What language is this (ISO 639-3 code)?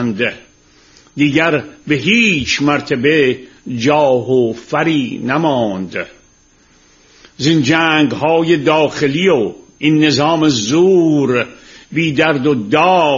fas